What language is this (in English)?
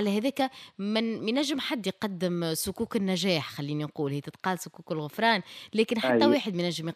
Tunisian Arabic